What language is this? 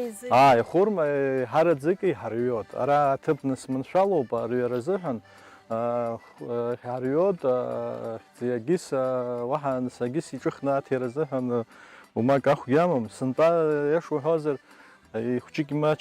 Abkhazian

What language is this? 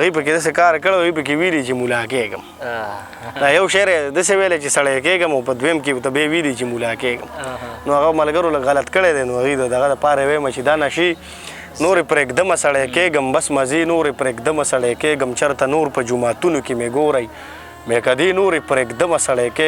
Pashto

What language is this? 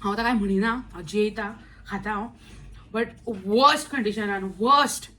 Konkani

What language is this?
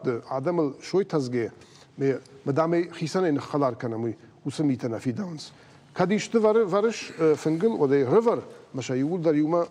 Ossetic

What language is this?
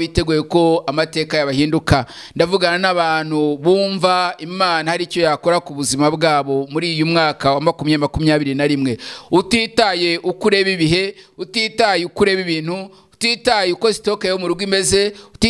Kinyarwanda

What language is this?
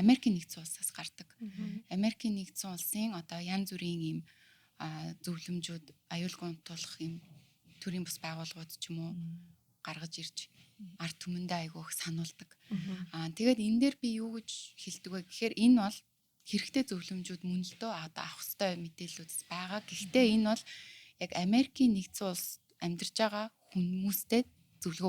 Mongolian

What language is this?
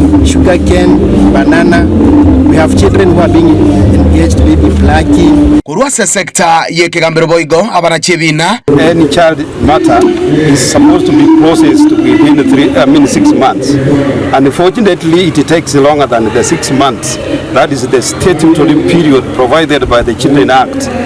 Gusii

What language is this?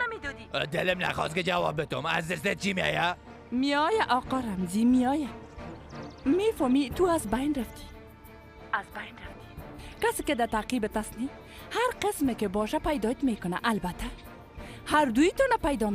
Persian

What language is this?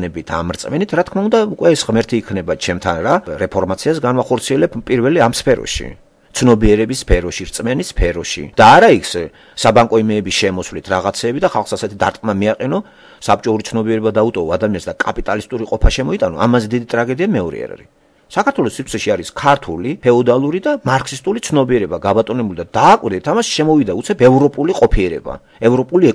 Georgian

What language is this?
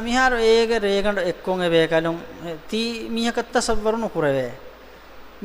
Divehi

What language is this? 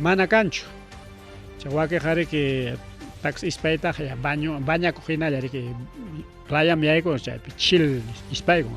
Ayacucho Quechua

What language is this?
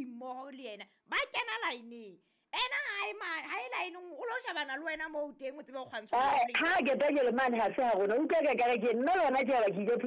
Southern Sotho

